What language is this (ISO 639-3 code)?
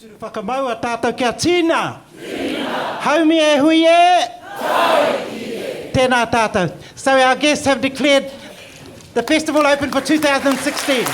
mri